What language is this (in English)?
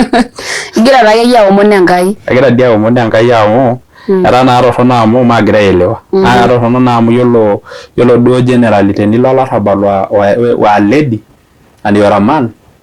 Masai